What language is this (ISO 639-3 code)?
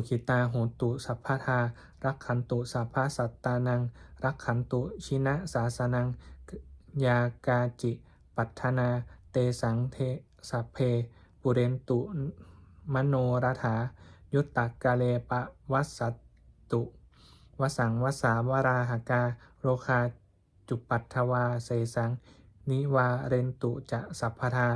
pli